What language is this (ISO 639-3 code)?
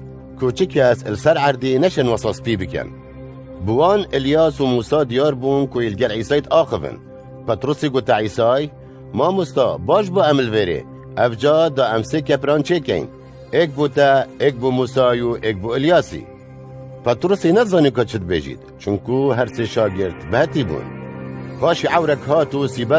kur